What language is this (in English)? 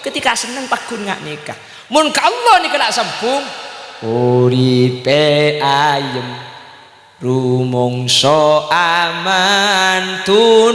Madurese